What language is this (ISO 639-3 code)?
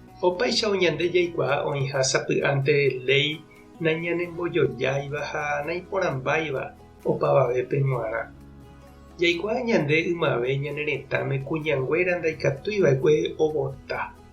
grn